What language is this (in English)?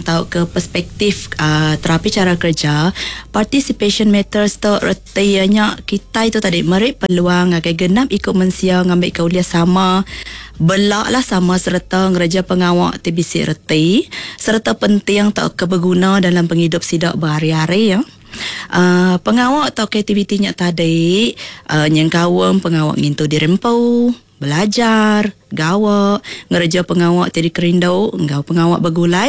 Iban